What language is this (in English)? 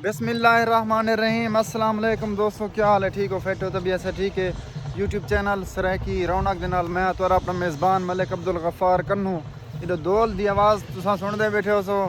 Saraiki